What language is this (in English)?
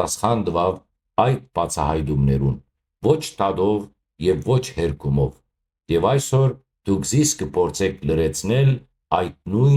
Western Armenian